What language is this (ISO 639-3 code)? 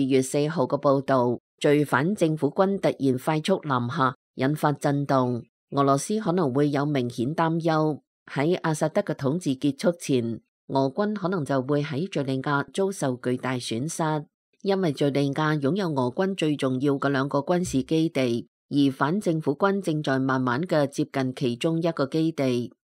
yue